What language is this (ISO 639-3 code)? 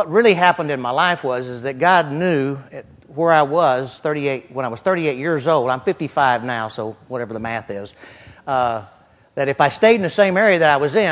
eng